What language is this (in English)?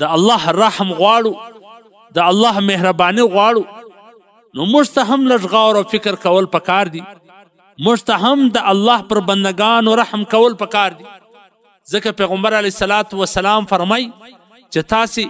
Pashto